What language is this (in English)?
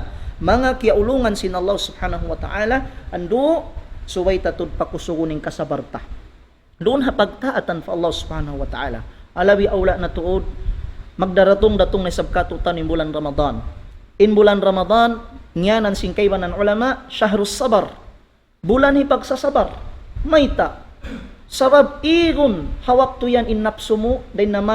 Tausug